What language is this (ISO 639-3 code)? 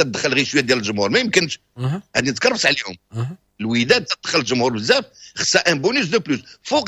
ary